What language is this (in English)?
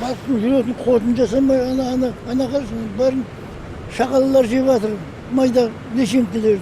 Kazakh